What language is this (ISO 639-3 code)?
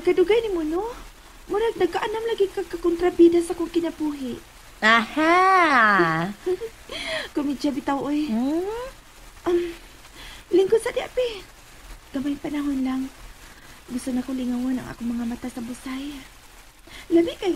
ceb